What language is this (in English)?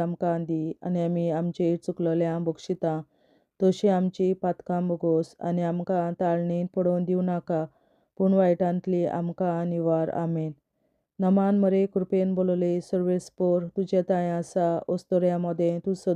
Konkani